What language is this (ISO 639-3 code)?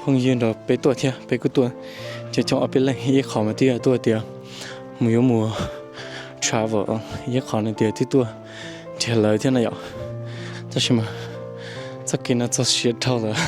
hmn